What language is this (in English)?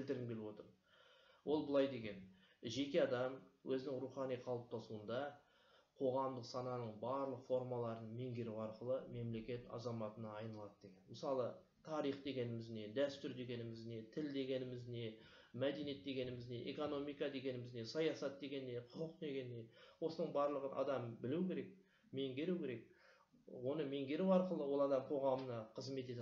Kazakh